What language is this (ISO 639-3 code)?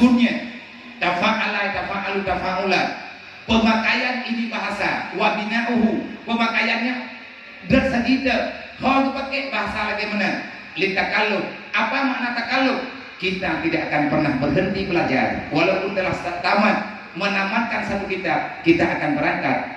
ace